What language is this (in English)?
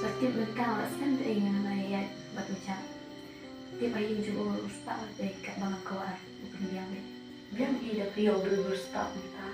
Khasi